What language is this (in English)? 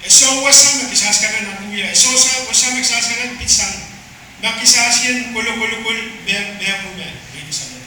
Pohnpeian